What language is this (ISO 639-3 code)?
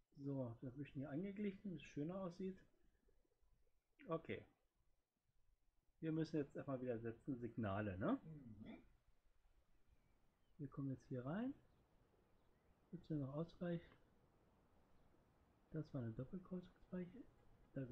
deu